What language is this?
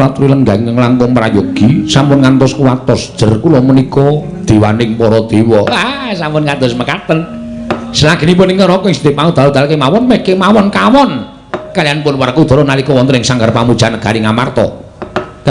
Javanese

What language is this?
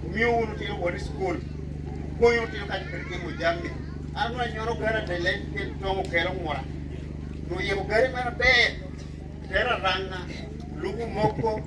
Lango (Uganda)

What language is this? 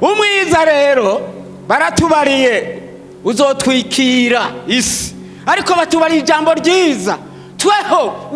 Rundi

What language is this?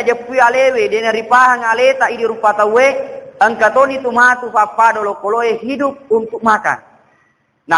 Buginese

